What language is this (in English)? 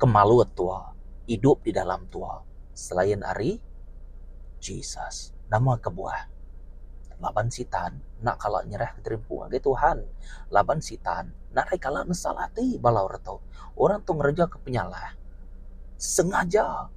Iban